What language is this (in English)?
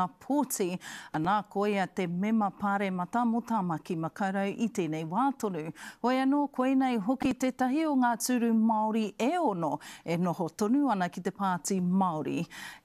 Māori